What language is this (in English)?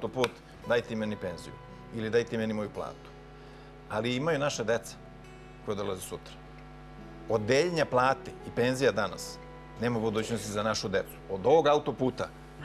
Serbian